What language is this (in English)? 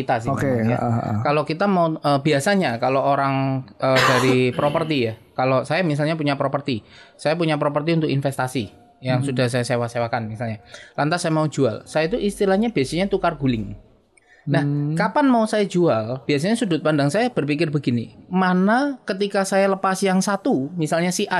Indonesian